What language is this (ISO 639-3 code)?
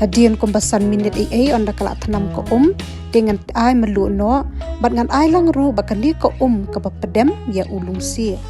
kha